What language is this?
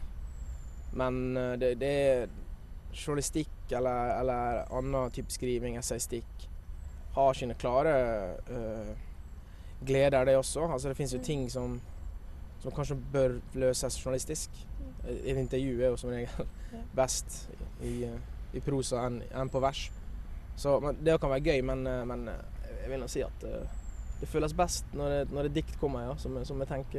Norwegian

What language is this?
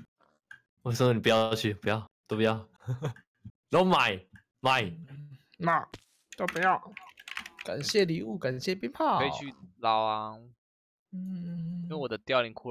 Chinese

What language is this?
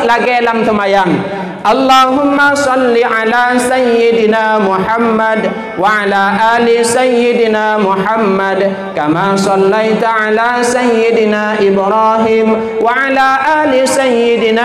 Achinese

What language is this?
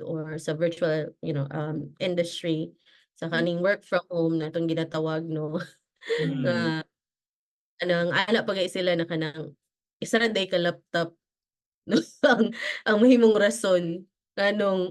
Cebuano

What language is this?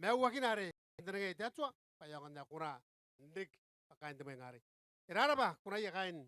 Gilbertese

